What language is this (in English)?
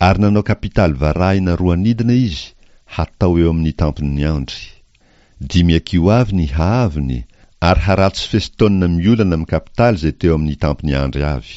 Malagasy